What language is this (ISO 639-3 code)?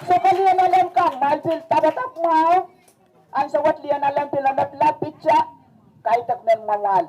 pon